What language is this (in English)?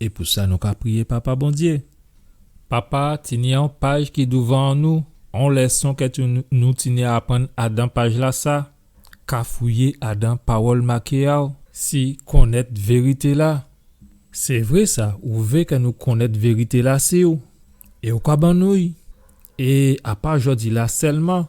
Guadeloupean Creole French